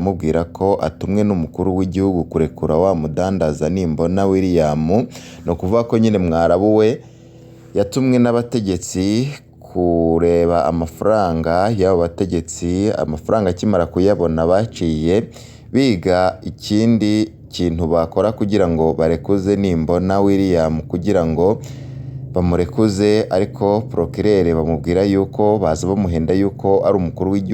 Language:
Rundi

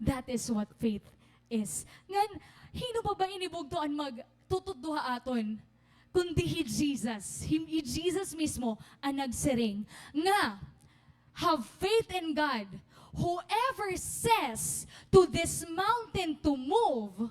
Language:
Waray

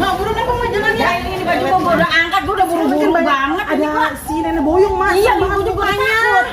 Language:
Betawi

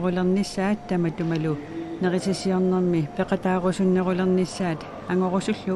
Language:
Kalaallisut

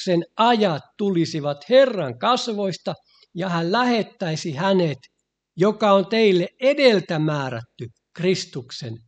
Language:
Finnish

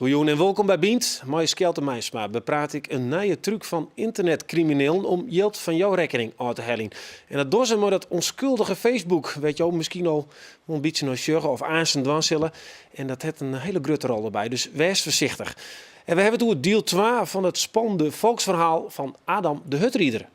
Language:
Western Frisian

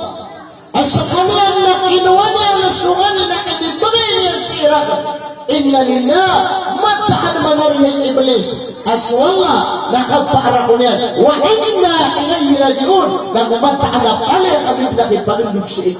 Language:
Maranao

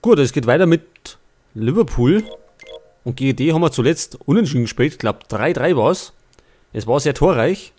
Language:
Bavarian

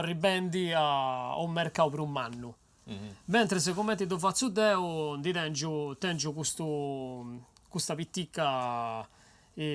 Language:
Sardinian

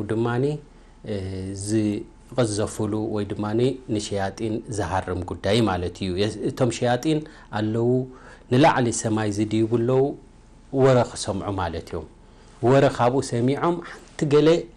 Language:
Tigrinya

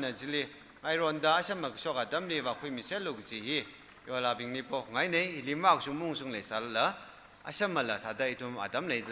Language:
Tangkhul Naga (India)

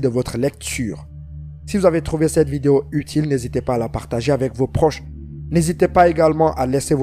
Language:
French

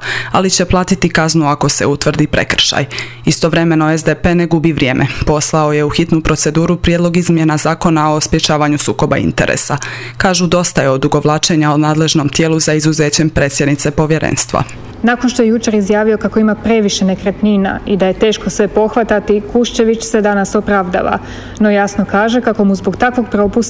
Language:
Croatian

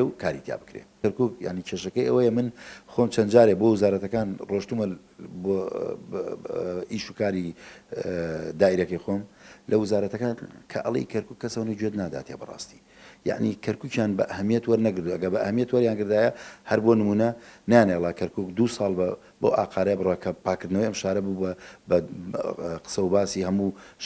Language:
Central Kurdish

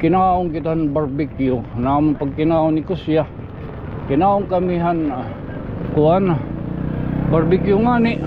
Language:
Waray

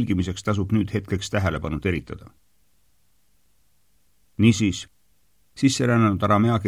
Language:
Estonian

